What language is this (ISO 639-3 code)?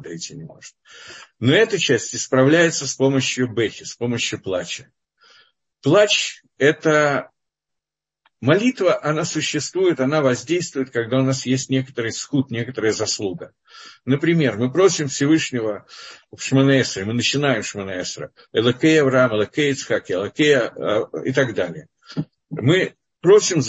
rus